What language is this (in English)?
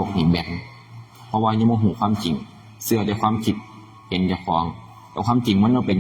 Northeastern Thai